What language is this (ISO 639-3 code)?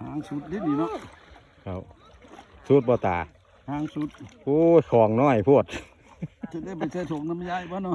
lao